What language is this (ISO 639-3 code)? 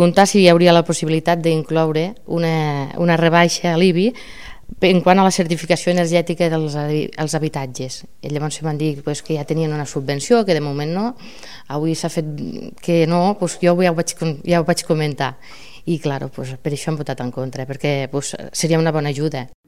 cat